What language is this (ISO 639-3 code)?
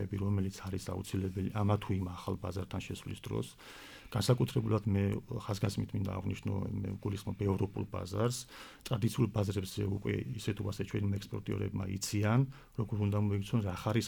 kat